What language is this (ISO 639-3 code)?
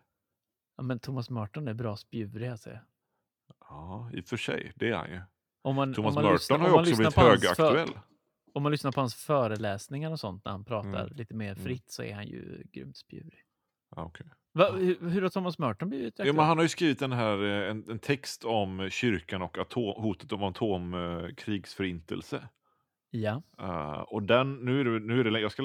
swe